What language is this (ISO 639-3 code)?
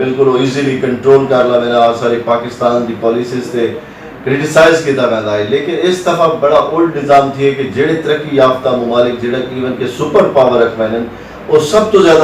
skr